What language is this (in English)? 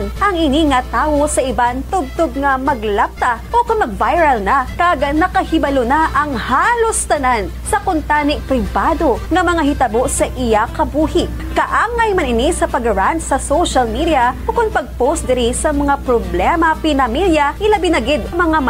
Hiligaynon